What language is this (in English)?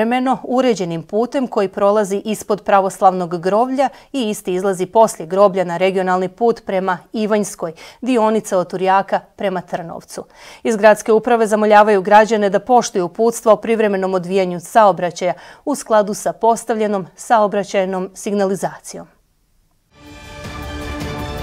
Bosnian